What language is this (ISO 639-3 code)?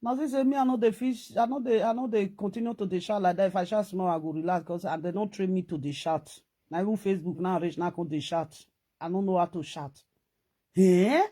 pcm